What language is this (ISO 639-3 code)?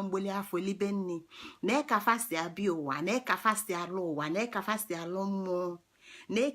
ibo